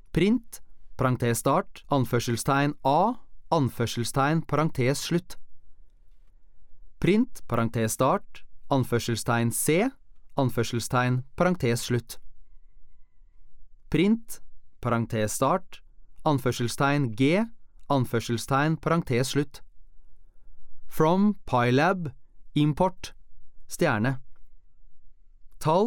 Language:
Norwegian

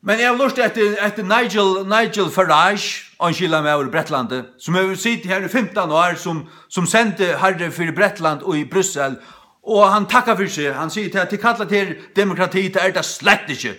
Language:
Faroese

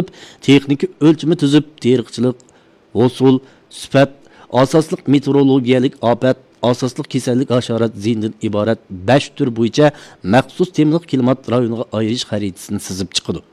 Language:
Uyghur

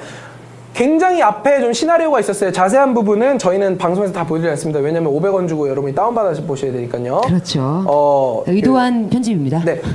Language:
Korean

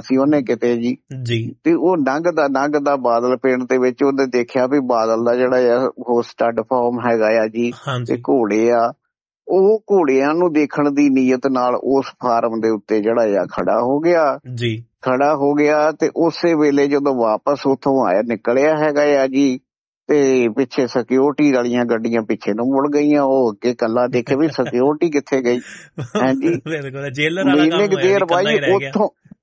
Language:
Punjabi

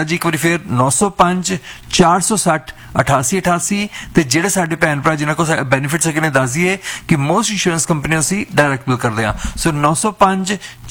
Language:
Punjabi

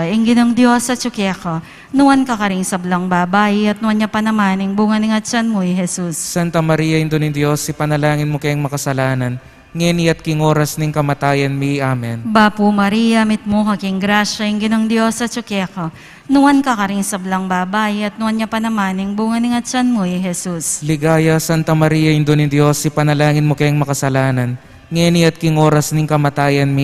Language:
Pampanga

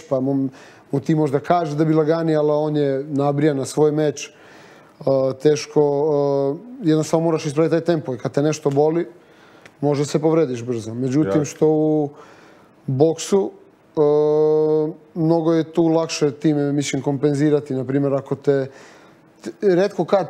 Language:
Croatian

